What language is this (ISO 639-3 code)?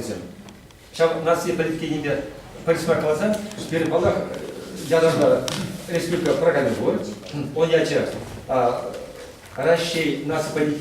chv